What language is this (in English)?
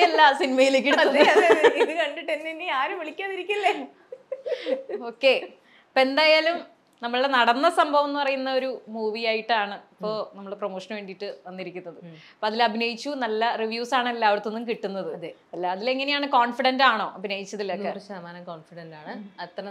Malayalam